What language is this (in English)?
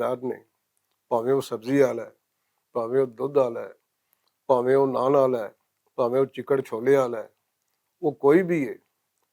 Western Panjabi